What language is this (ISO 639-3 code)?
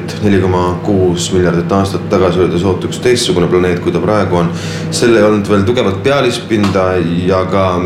est